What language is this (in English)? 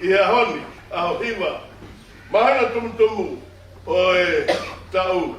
Tongan